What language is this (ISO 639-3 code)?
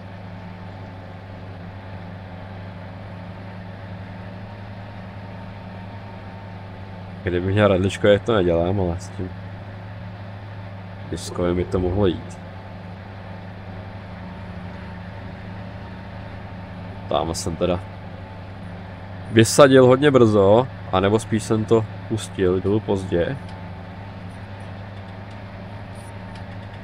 ces